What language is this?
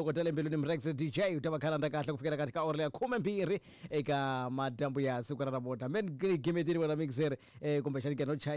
Tsonga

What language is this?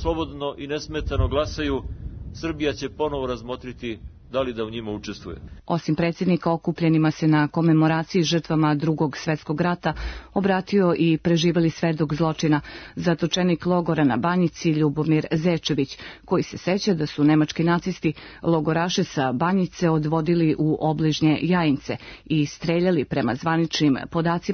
Serbian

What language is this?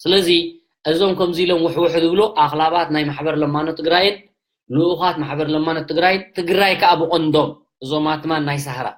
Tigrinya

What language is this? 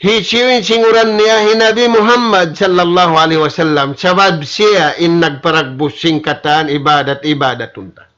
Tausug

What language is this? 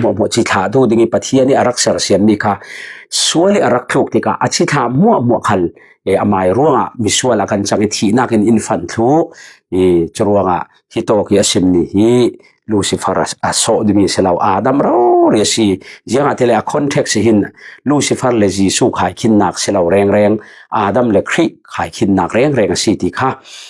Falam Chin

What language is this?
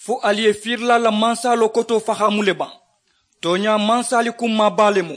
Mandingo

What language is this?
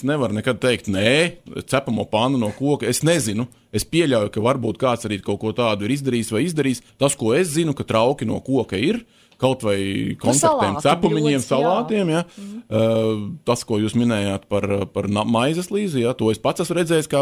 Latvian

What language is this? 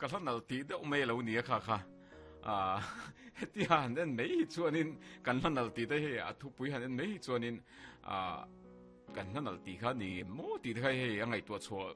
Mizo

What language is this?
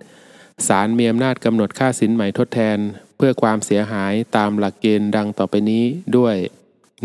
Thai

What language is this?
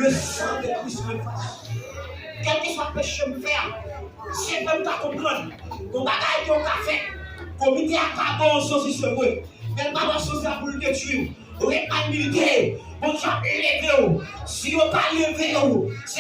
Haitian Creole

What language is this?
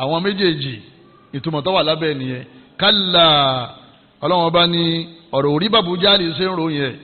Yoruba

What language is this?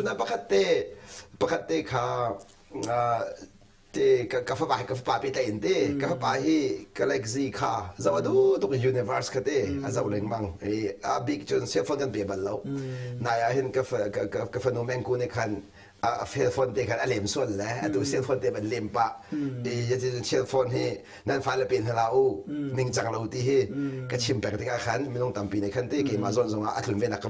Hakha Chin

